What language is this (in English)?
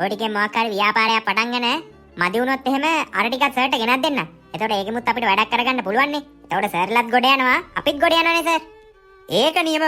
Sinhala